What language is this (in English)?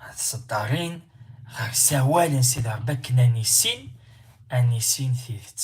Kabyle